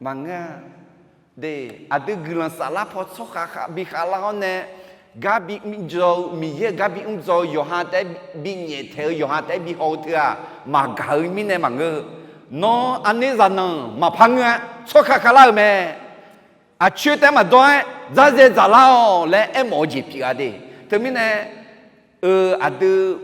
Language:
Akha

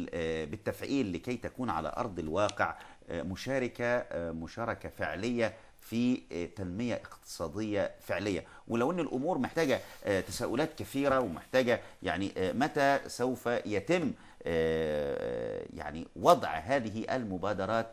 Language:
Egyptian Arabic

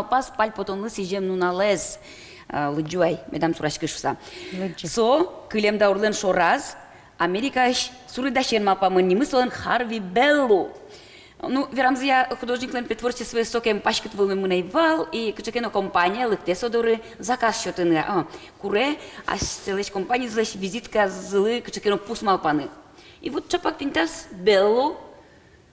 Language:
Udmurt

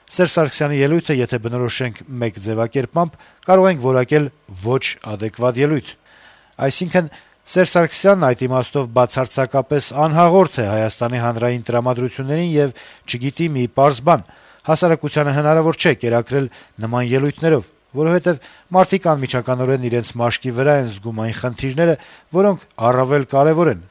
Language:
Armenian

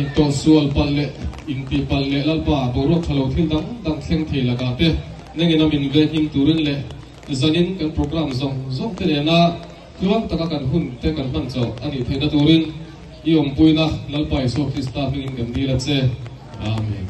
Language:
Mizo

